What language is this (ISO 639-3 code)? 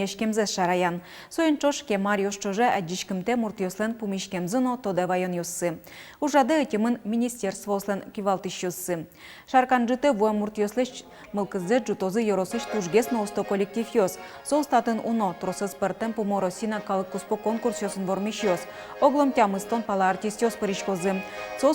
udm